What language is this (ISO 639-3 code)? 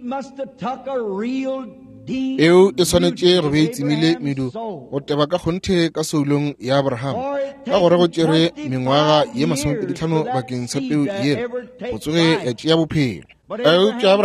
nso